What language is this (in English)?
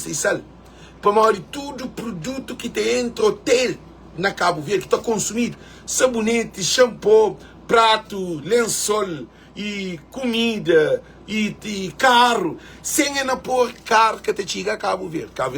Kabuverdianu